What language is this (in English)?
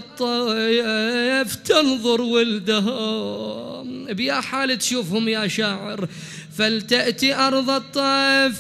Mesopotamian Arabic